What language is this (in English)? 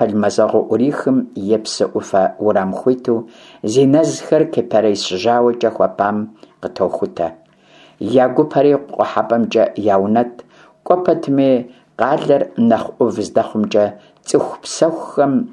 Kabardian